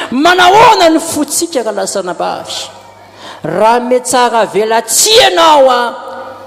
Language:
Malagasy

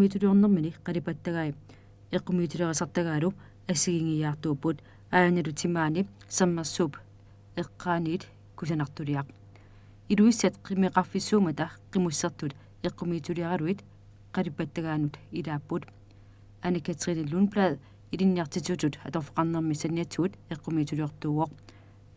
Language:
Kalaallisut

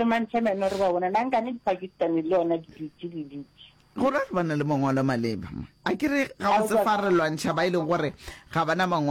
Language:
Northern Sotho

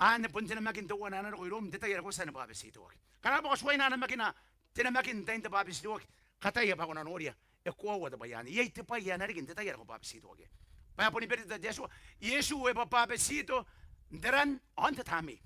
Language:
Gilbertese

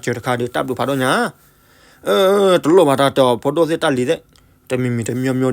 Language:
S'gaw Karen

